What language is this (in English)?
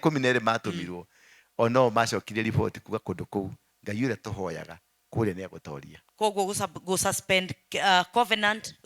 Kikuyu